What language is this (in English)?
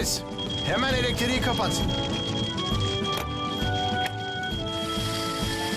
Turkish